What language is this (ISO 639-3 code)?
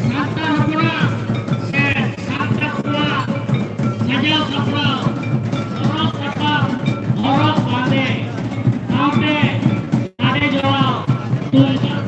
sat